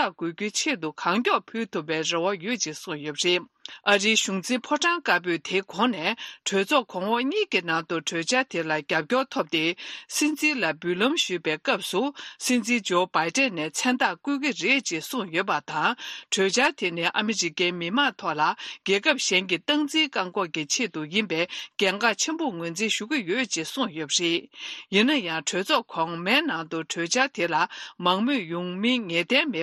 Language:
Tibetan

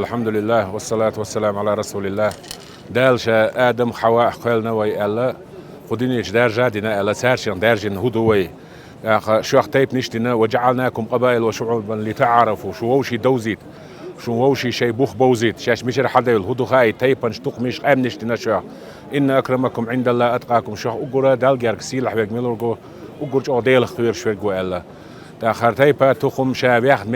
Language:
Chechen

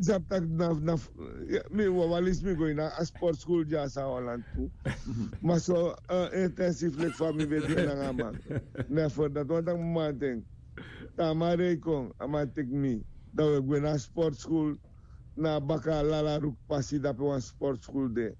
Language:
Sranan Tongo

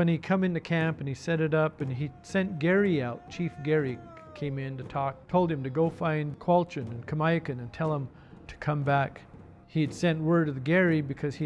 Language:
English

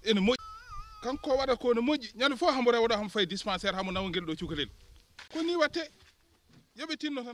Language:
Fula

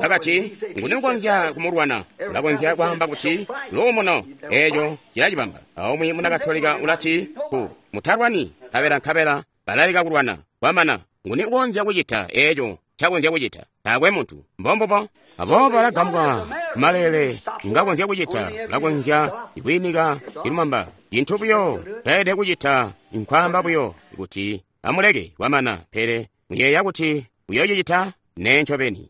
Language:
Tonga (Zambia)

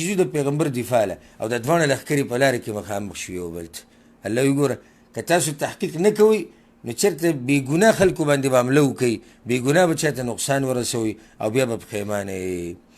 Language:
Pashto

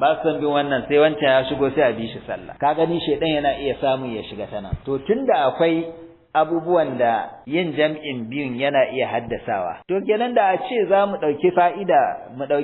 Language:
Hausa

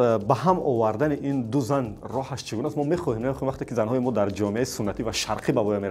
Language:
Tajik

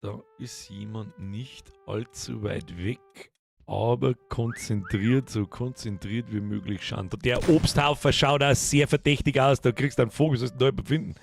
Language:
Bavarian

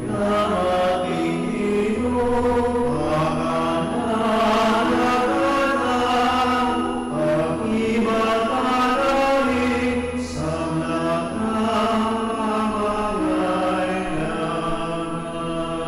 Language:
Pampanga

